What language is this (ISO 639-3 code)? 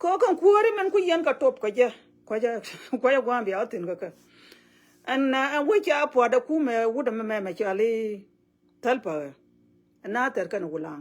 nus